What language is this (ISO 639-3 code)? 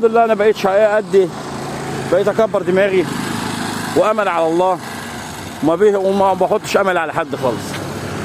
arz